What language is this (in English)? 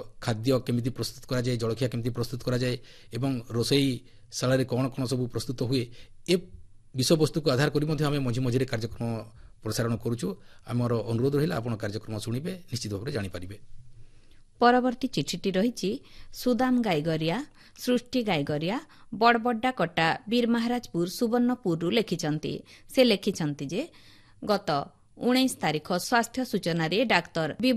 Odia